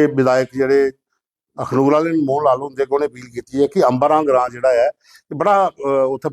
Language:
Dogri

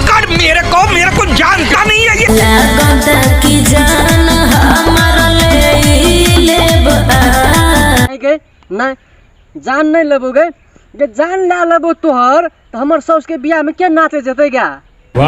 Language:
Maithili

